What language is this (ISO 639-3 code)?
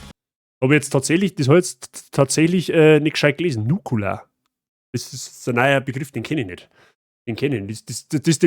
bar